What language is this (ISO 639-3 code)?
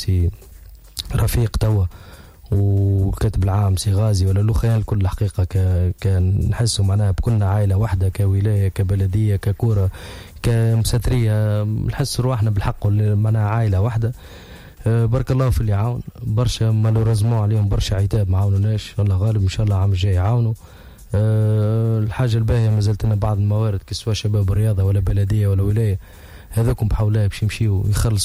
aeb